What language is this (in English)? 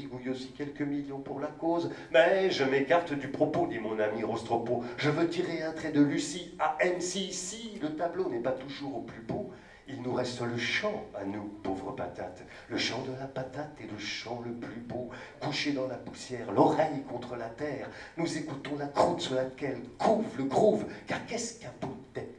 French